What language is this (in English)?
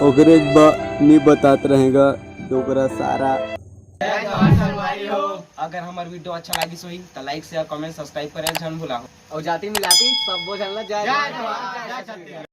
Chhattisgarhi